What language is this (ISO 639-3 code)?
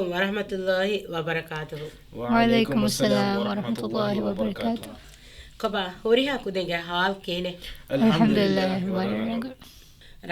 div